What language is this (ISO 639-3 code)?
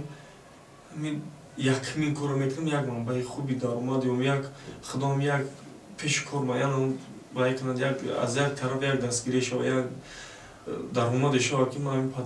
tgk